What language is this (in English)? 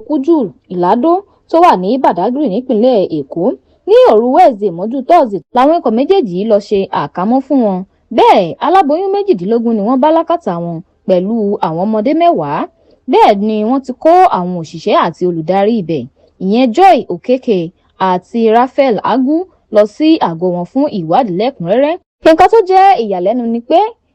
Yoruba